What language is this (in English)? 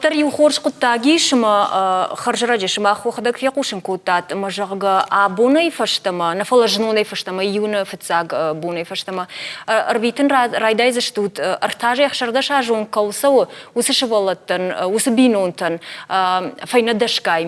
Ossetic